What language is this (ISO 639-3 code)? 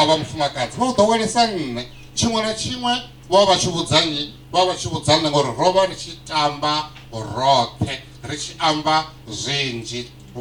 ven